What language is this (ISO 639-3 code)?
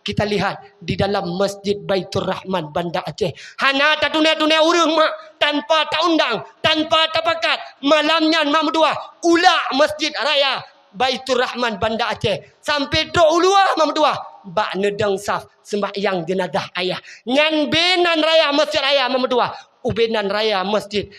ace